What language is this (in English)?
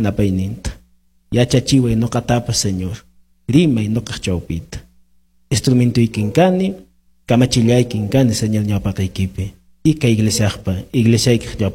Quechua